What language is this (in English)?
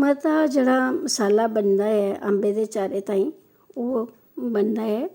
Dogri